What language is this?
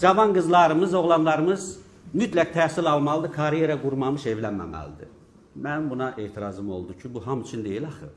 Azerbaijani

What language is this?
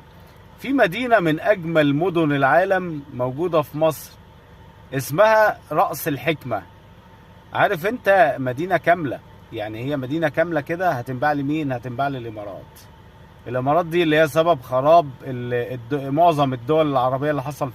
Egyptian Arabic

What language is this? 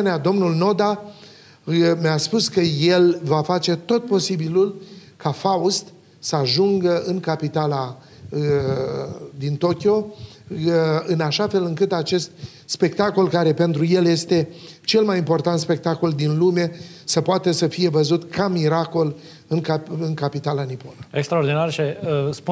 Romanian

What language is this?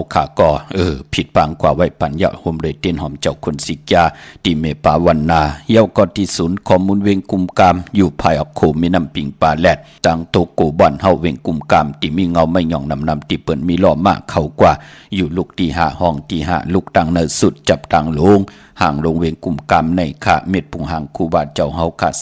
Shan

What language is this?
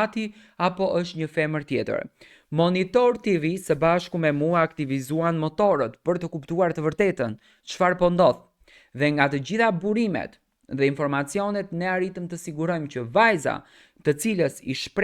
Albanian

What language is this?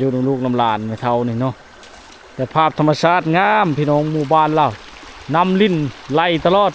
Lao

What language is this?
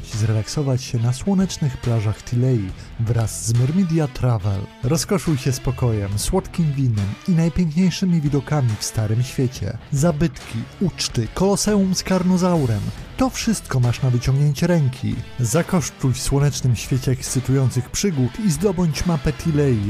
Polish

